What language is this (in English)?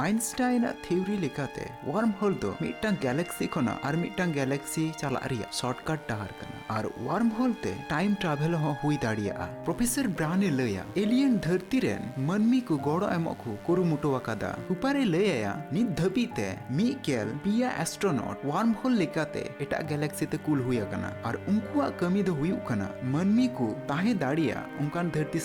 Santali